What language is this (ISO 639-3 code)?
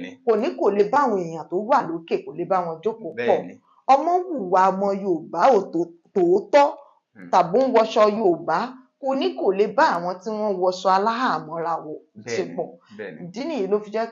yor